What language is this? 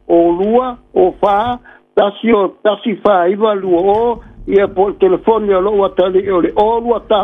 Samoan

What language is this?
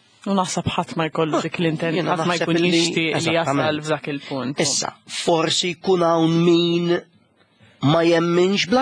Maltese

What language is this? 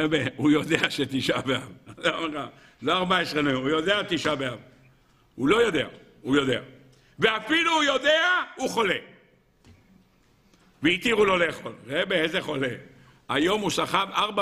Hebrew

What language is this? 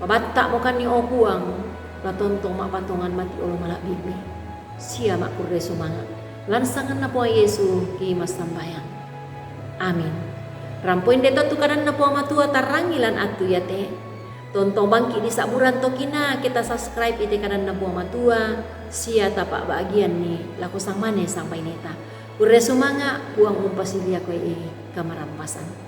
Toraja-Sa'dan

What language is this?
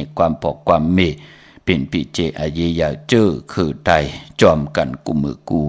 Shan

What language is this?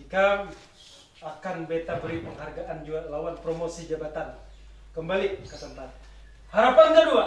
Banjar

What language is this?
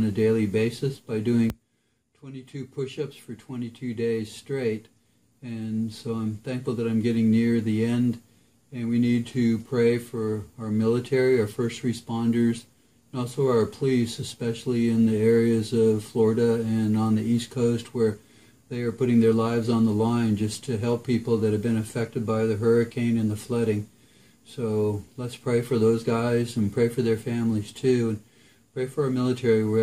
English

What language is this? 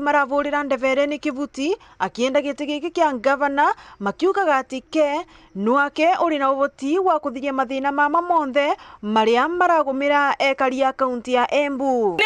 Meru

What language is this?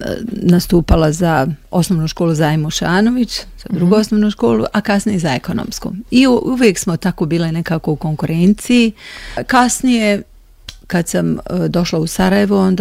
Bosnian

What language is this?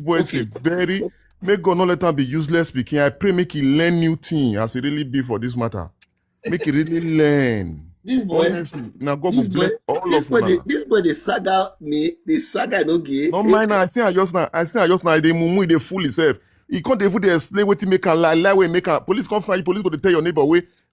Nigerian Pidgin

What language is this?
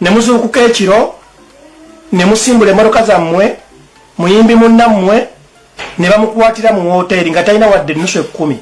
Ganda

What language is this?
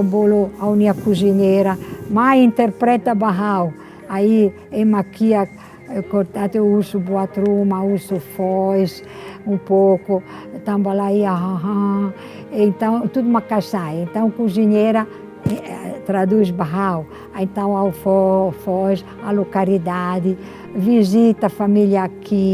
Tetum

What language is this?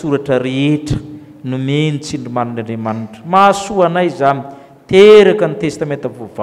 Malagasy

